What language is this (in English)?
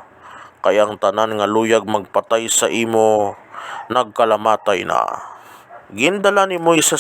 Hiligaynon